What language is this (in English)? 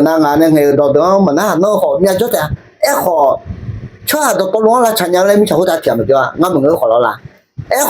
Akha